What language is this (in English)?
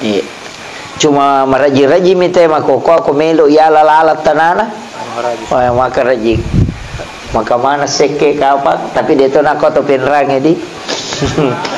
Buginese